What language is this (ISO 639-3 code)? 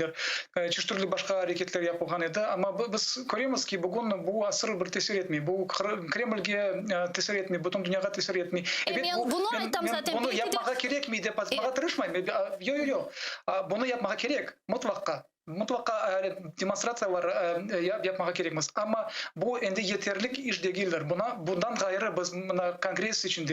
crh